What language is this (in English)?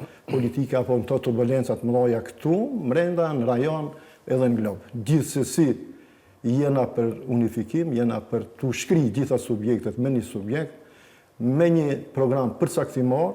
Albanian